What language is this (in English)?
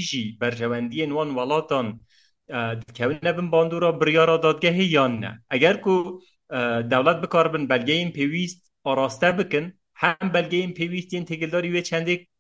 Kurdish